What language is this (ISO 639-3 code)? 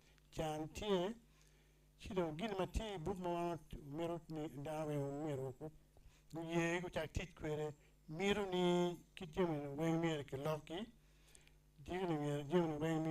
ach